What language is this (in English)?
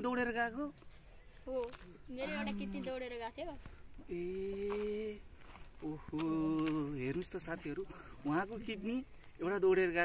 Nepali